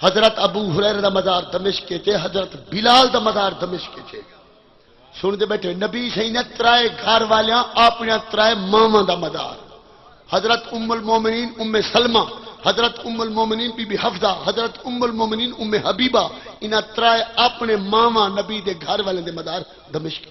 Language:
Saraiki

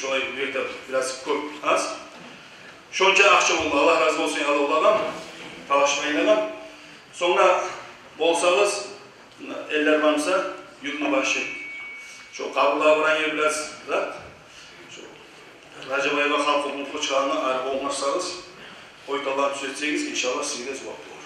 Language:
Kumyk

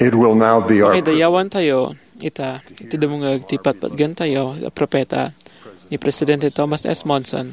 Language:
Iloko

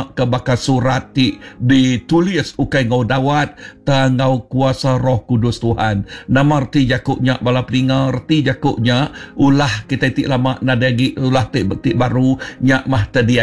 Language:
Iban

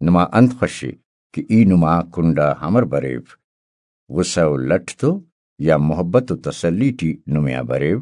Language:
Brahui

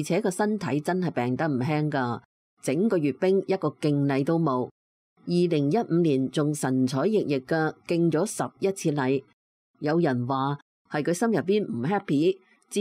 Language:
Cantonese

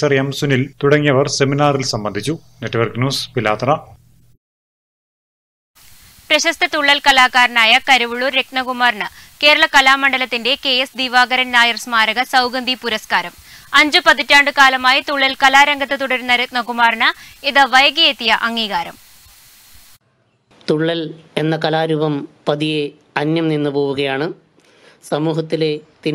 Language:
Malayalam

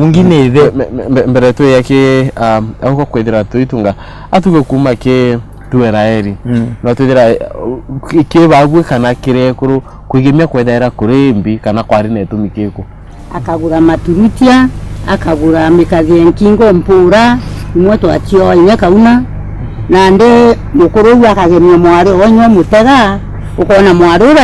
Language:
Meru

